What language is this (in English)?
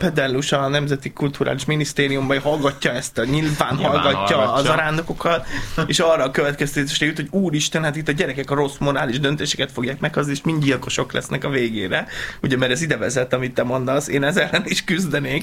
Hungarian